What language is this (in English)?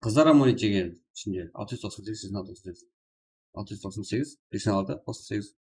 Kara-Kalpak